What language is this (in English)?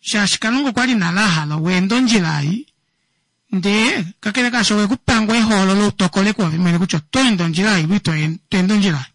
Kuanyama